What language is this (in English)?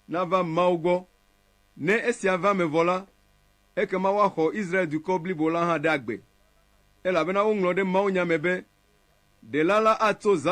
Ewe